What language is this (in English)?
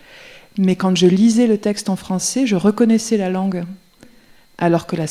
French